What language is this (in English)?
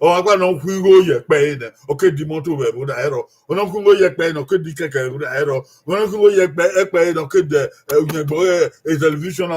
Bini